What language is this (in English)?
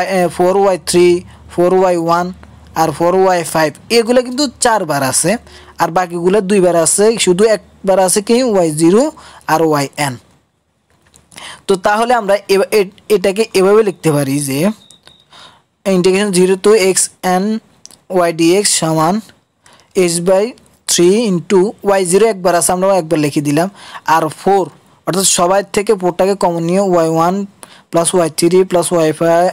Bangla